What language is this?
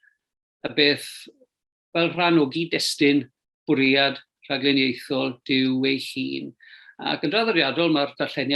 Welsh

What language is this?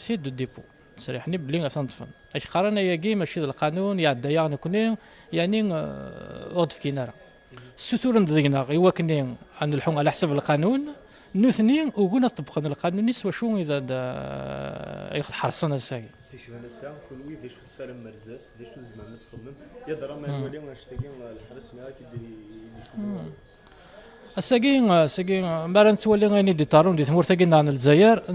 Kabyle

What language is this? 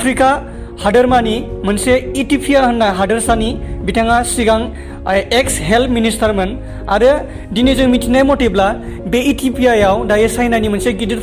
Bodo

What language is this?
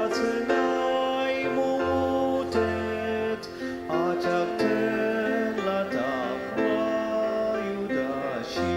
Ao Naga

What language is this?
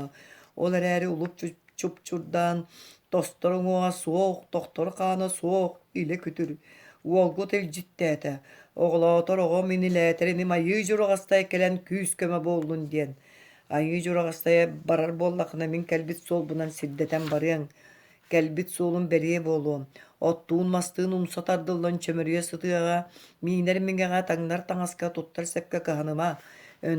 Yakut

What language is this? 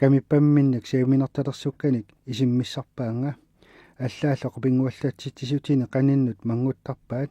Kalaallisut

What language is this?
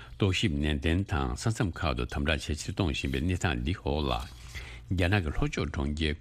Tibetan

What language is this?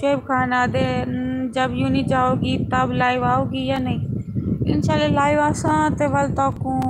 Saraiki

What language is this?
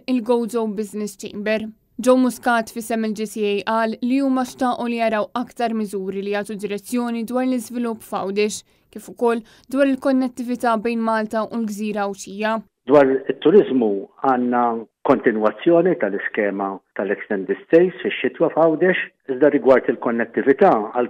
Maltese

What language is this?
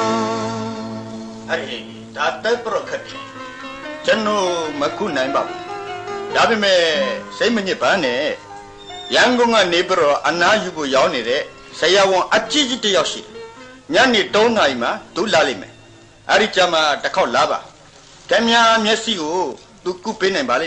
Burmese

